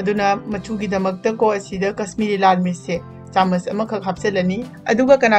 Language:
Manipuri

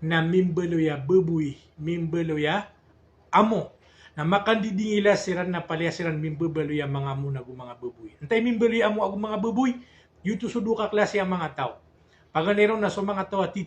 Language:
Maranao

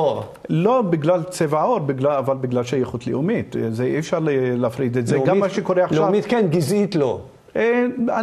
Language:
Hebrew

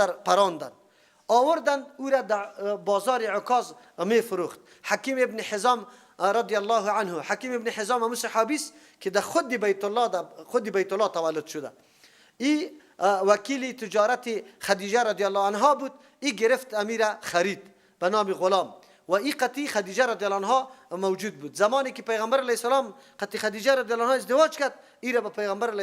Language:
Persian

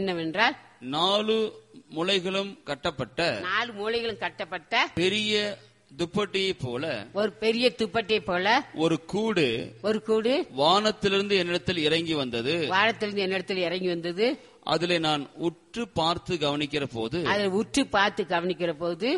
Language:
Tamil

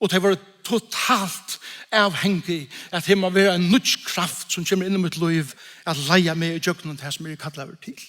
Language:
Faroese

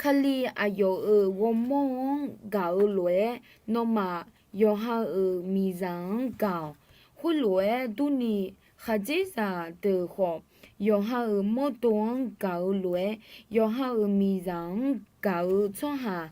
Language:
Akha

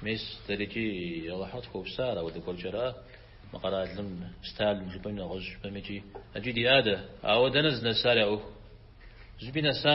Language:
Kabardian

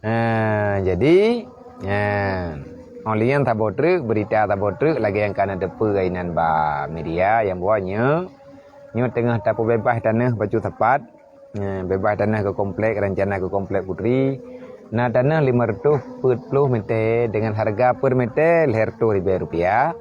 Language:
Achinese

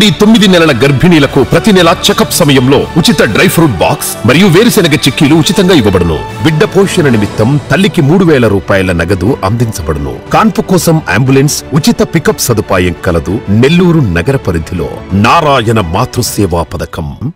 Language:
Telugu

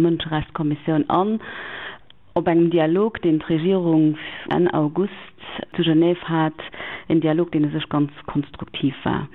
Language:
Luxembourgish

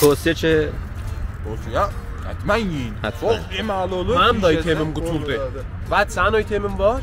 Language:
South Azerbaijani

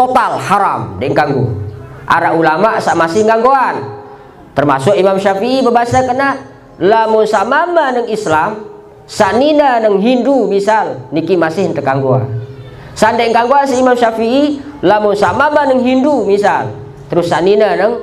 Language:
Sasak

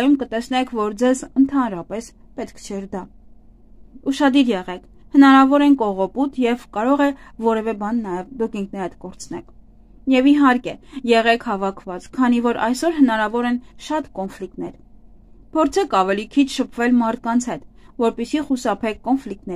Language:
Armenian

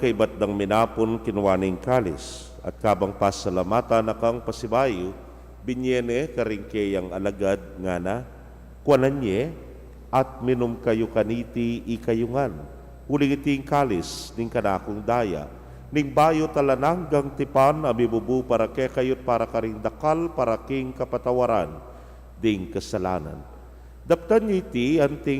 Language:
Pampanga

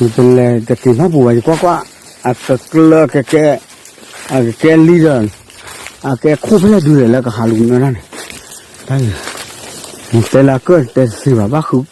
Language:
S'gaw Karen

